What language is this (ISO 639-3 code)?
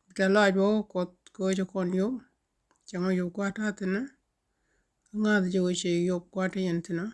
nus